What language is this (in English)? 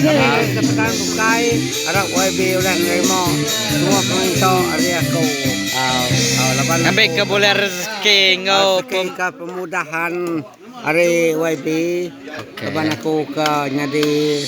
Iban